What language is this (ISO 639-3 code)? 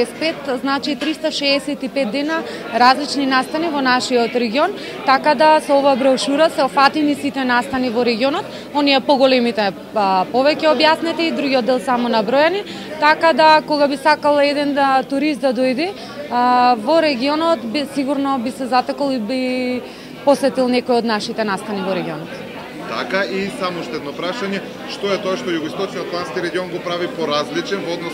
mkd